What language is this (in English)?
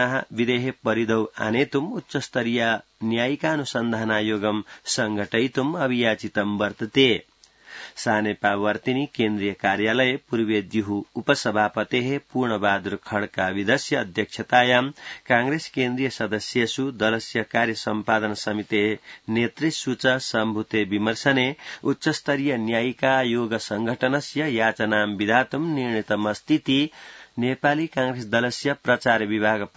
Sanskrit